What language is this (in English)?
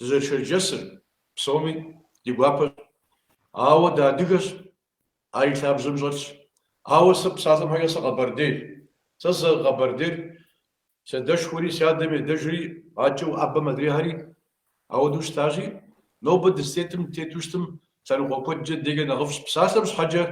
Kabardian